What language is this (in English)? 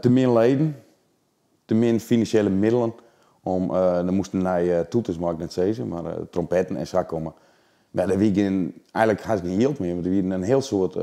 Western Frisian